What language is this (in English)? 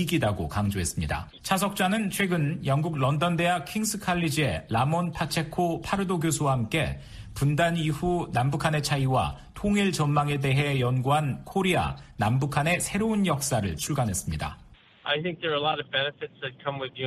Korean